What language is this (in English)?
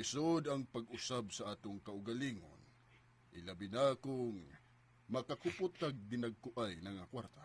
Cebuano